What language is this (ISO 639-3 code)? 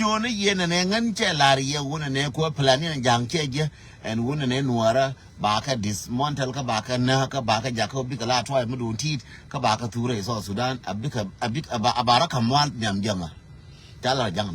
nus